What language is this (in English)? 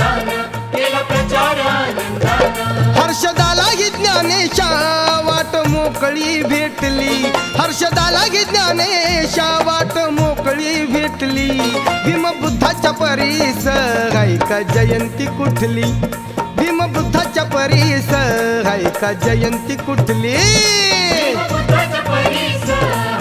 Marathi